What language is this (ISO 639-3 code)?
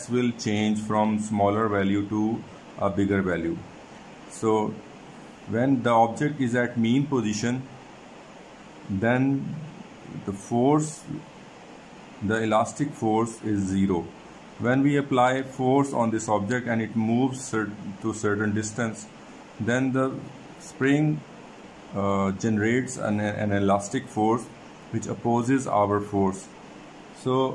eng